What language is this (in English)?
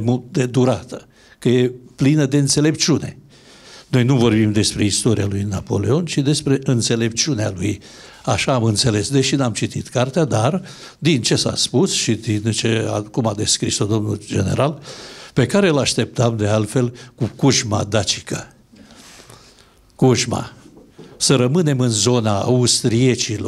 Romanian